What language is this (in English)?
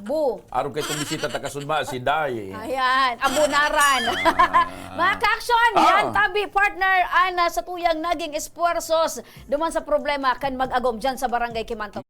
Bikol